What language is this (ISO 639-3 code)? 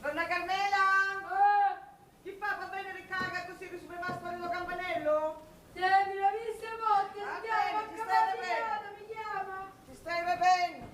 scn